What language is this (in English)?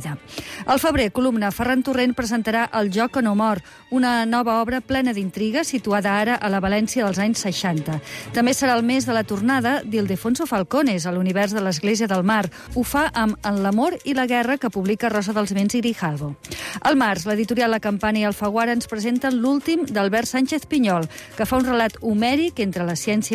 Catalan